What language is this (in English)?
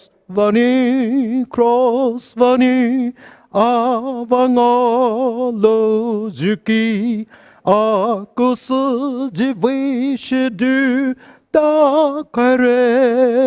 Poumei Naga